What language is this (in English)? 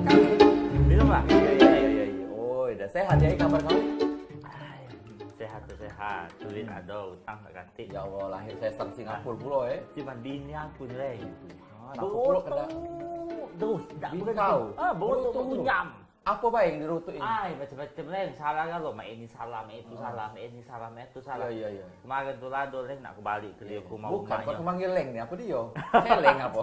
Musi